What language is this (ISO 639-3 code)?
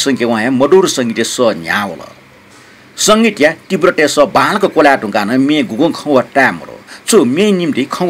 new